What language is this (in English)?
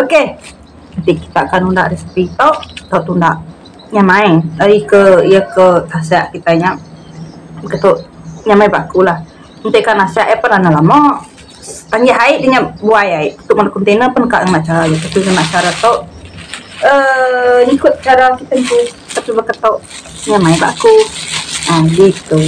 Iban